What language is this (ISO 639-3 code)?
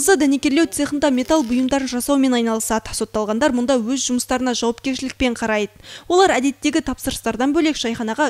kaz